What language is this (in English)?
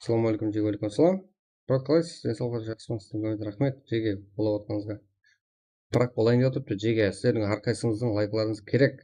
Kara-Kalpak